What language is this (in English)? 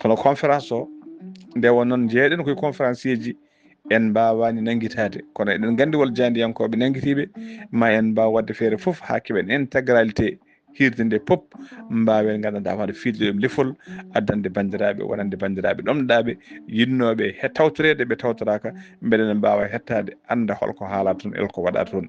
Fula